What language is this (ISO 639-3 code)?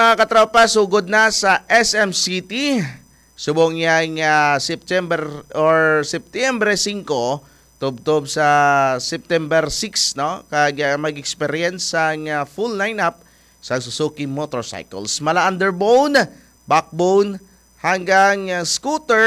hil